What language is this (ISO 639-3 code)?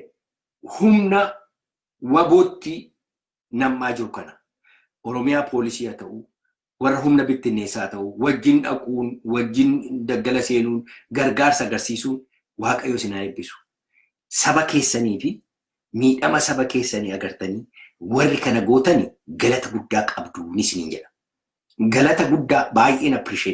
orm